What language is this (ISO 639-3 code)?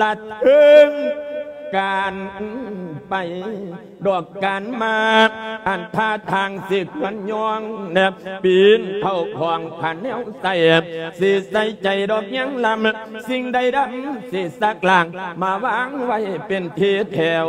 lao